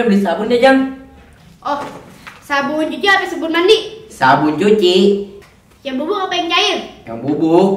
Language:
Betawi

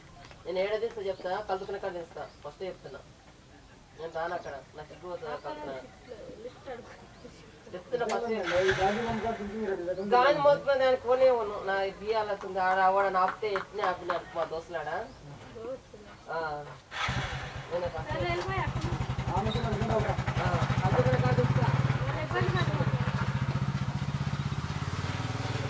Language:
Telugu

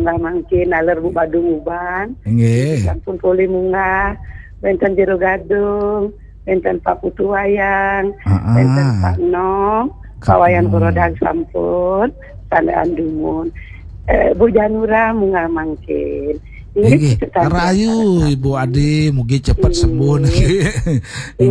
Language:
Balinese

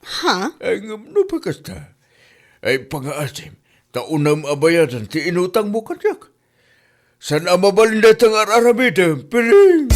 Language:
Iloko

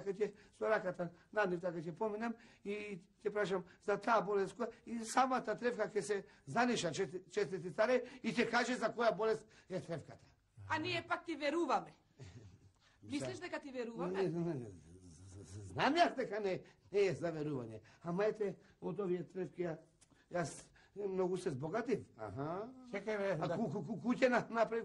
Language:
Macedonian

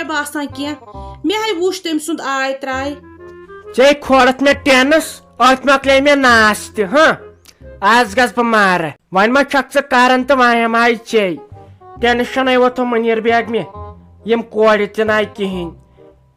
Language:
Kashmiri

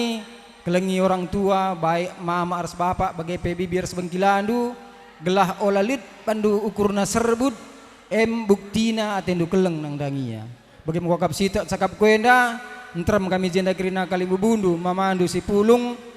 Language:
Batak Karo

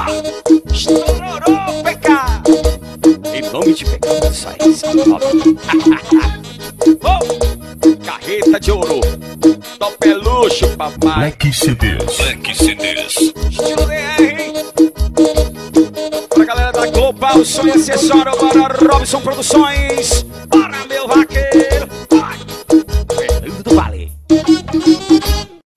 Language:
Portuguese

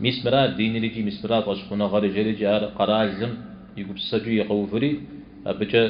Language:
Kabardian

